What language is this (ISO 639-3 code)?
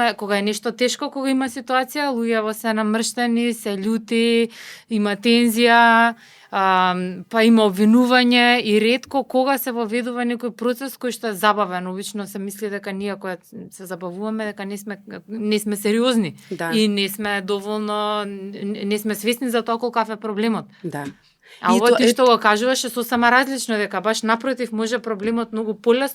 mkd